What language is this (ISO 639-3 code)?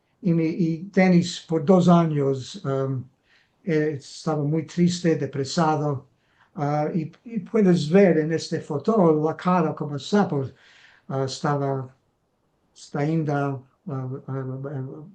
lad